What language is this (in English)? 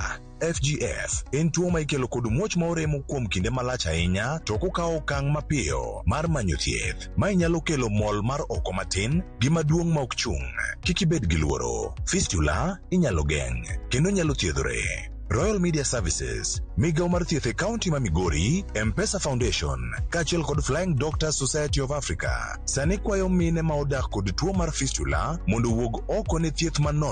Luo (Kenya and Tanzania)